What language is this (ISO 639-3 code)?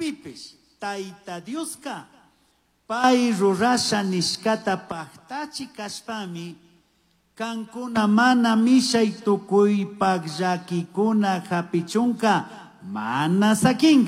qug